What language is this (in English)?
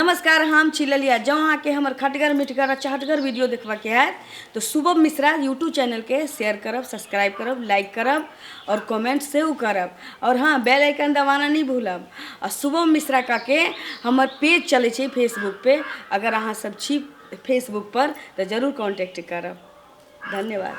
Maithili